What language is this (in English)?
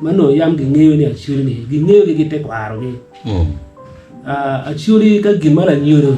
Acoli